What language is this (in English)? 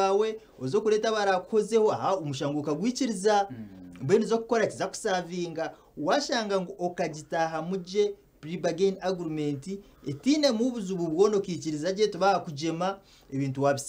Nyankole